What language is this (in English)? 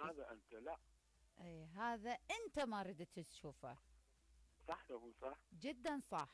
Mesopotamian Arabic